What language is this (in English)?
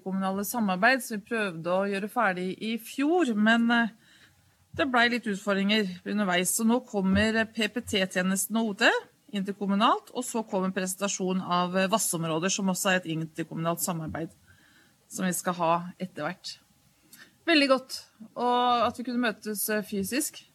Norwegian